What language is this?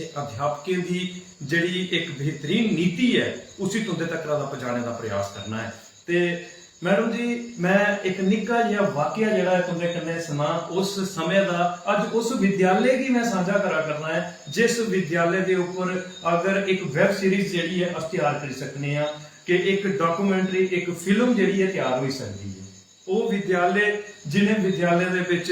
Dogri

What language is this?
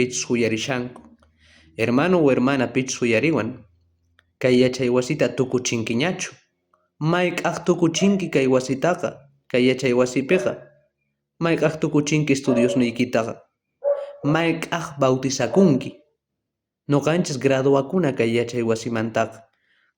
South Bolivian Quechua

